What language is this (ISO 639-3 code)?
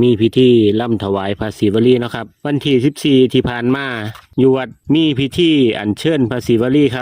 tts